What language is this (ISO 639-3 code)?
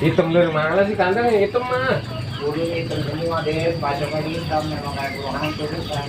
bew